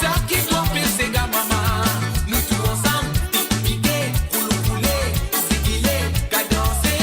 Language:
Morisyen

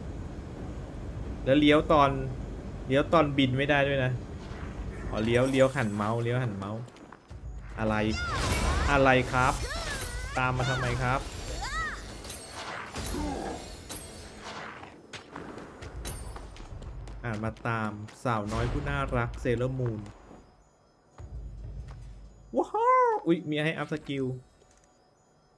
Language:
Thai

